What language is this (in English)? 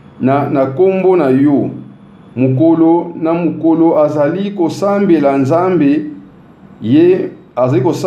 Lingala